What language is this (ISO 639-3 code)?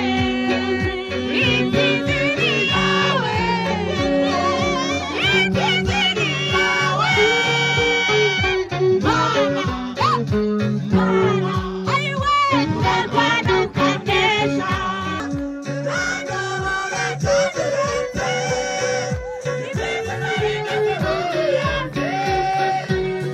kin